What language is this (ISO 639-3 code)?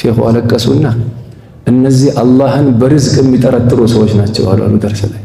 amh